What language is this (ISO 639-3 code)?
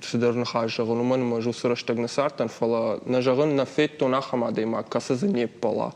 oss